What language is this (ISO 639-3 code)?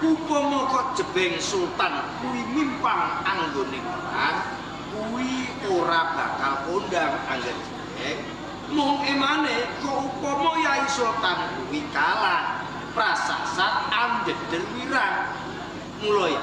jav